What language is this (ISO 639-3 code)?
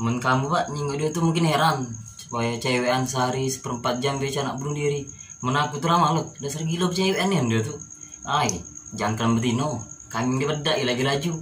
mui